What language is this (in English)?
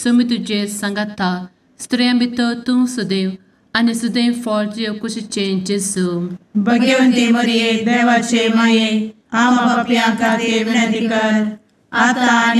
Konkani